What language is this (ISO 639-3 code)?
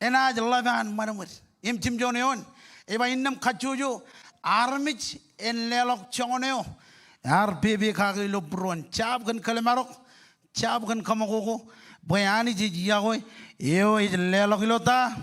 mah